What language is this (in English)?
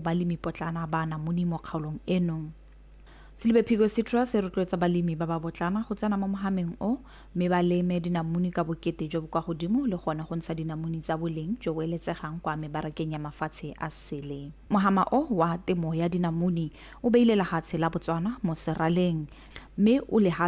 Tswana